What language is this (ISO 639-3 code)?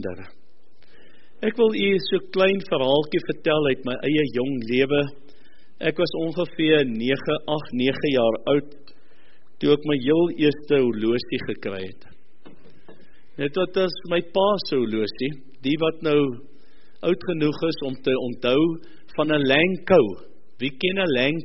afr